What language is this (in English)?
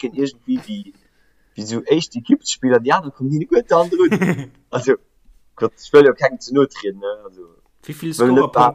Luxembourgish